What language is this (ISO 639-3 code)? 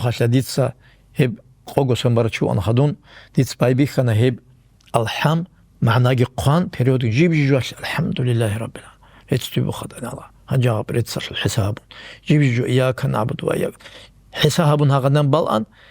ava